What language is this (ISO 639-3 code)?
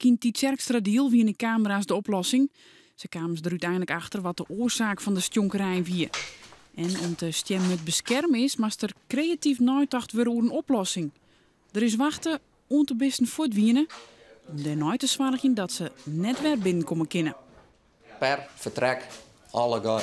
fry